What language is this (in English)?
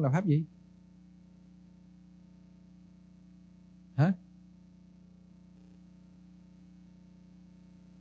Vietnamese